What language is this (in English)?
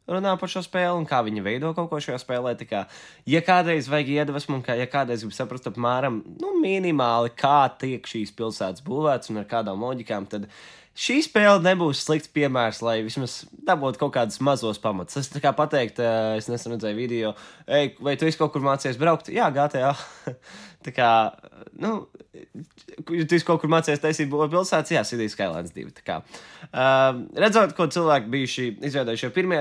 Latvian